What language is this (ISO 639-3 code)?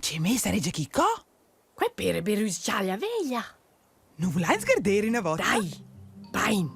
roh